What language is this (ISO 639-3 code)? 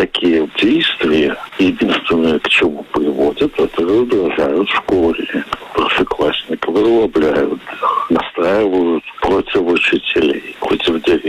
rus